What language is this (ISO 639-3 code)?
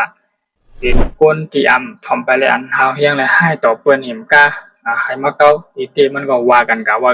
shn